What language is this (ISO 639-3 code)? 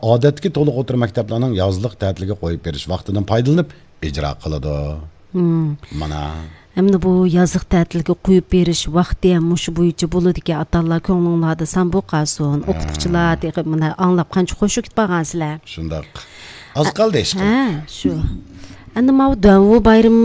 uig